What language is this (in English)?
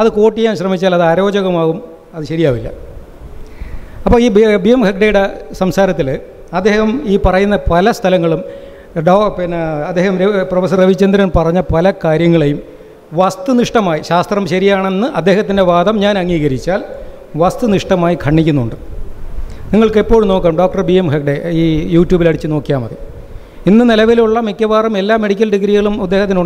Malayalam